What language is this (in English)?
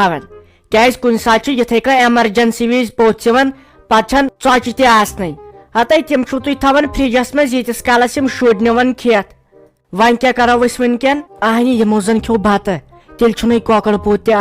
Kashmiri